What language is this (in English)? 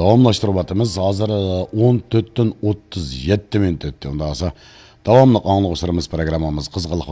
Uyghur